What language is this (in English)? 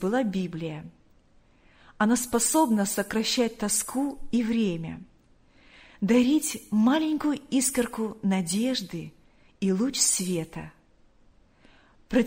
Russian